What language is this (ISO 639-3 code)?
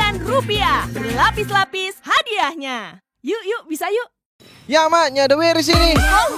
xmm